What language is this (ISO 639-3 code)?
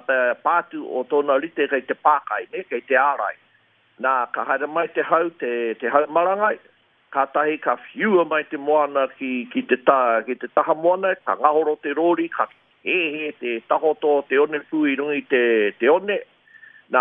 mri